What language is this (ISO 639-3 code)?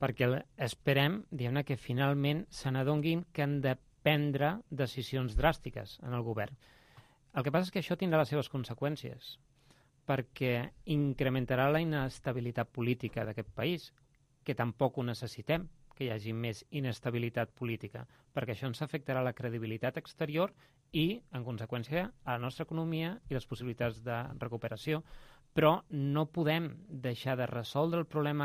cat